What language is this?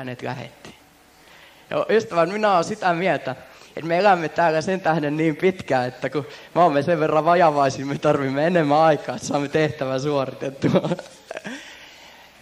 Finnish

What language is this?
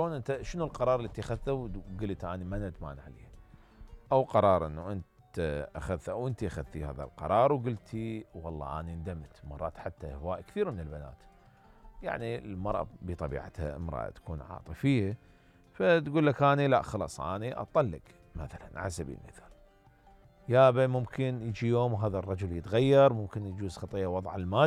Mesopotamian Arabic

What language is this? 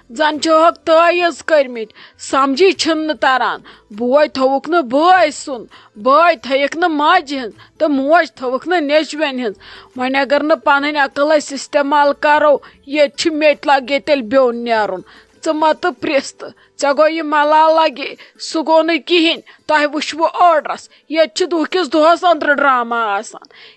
Kashmiri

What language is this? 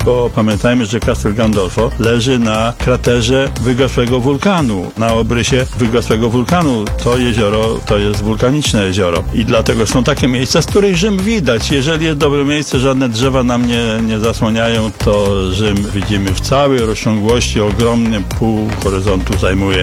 Polish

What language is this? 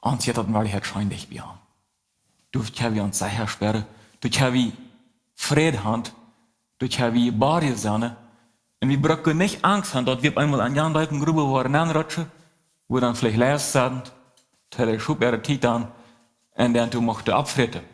Plautdietsch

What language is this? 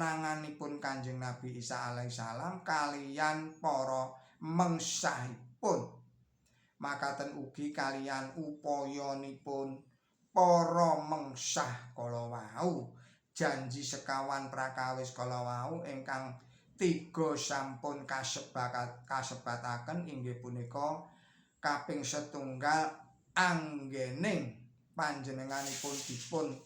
Javanese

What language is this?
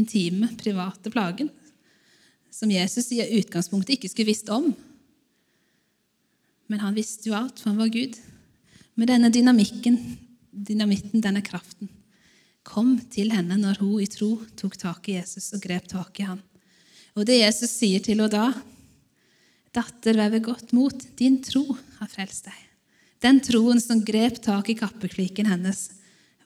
Norwegian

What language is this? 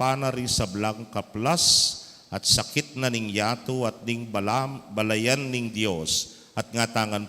Pampanga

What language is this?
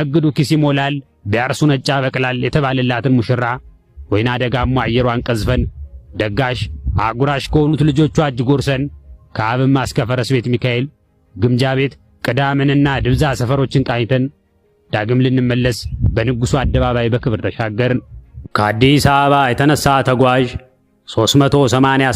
Amharic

